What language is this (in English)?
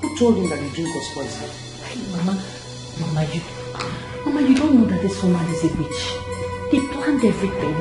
Nigerian Pidgin